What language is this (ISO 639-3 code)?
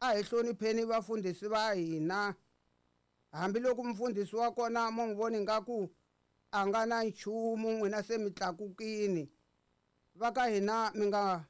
tso